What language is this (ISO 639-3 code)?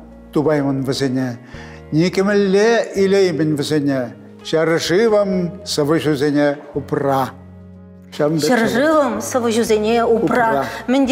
chv